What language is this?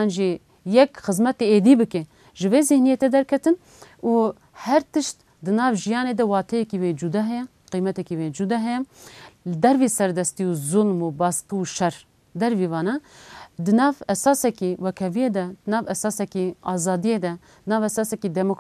Kurdish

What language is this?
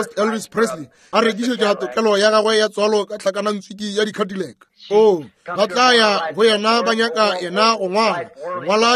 Northern Sotho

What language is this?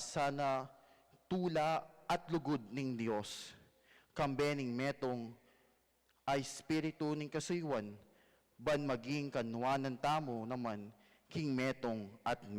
Pampanga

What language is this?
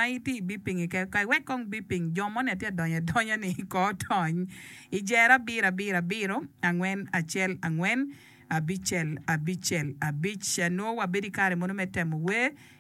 Acoli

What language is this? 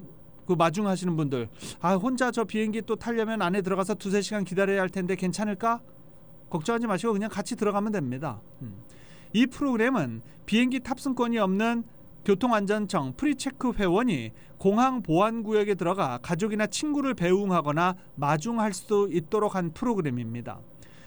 Korean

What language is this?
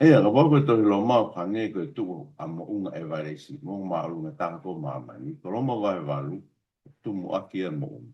Tongan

